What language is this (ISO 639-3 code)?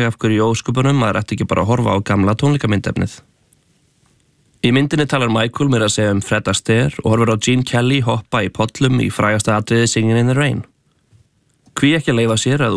isl